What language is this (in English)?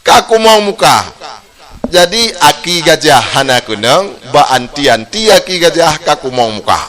Achinese